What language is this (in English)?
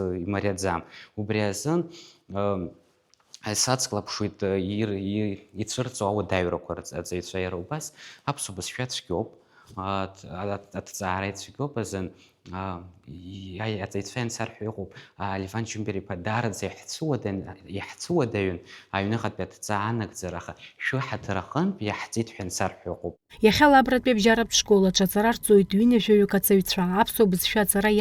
Abkhazian